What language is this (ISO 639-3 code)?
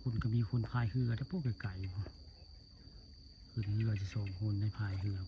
tts